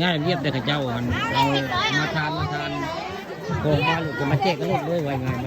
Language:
Northeastern Thai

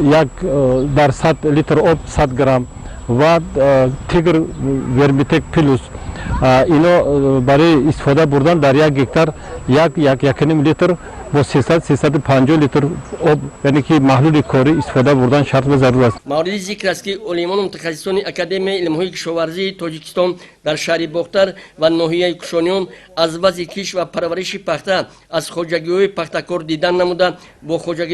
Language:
Tajik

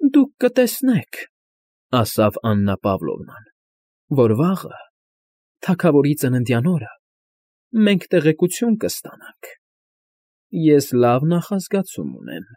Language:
Armenian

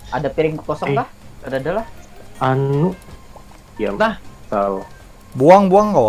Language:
Banjar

